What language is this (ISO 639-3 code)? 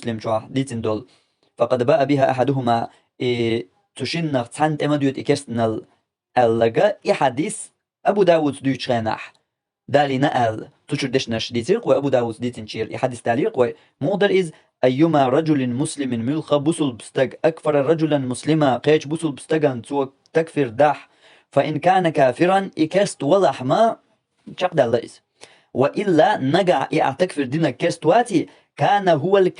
che